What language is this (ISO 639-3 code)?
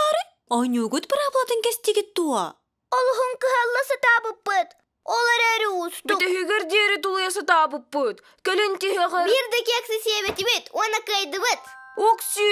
sah